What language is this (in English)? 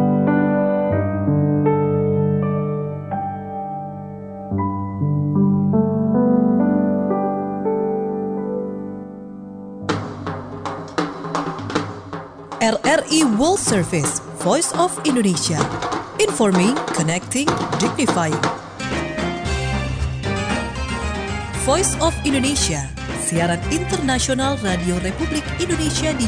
Indonesian